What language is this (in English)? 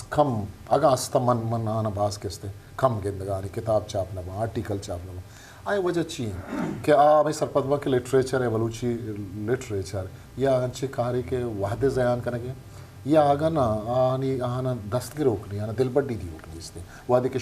Eastern Balochi